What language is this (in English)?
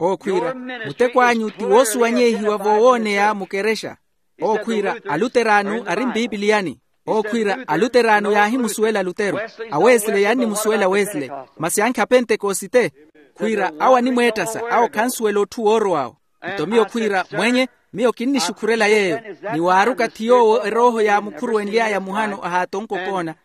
Makhuwa